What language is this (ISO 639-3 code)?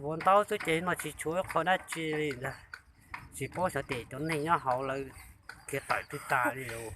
hmn